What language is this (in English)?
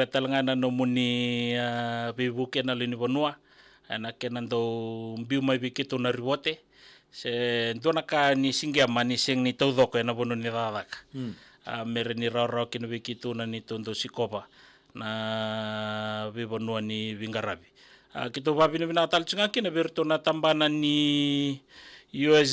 Fijian